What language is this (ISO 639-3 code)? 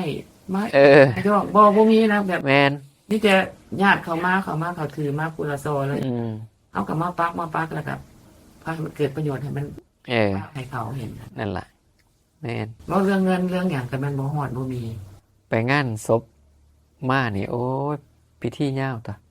tts